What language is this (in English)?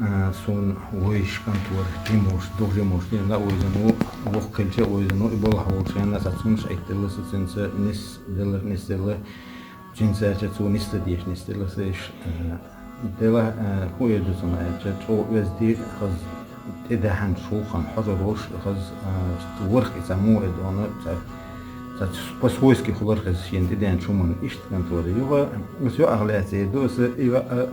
Chechen